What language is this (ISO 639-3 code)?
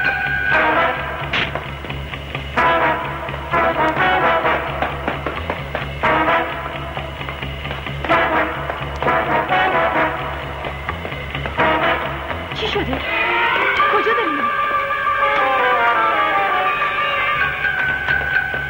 fas